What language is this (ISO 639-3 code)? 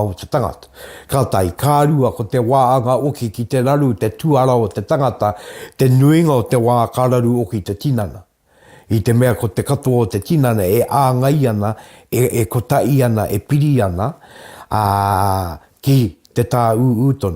mri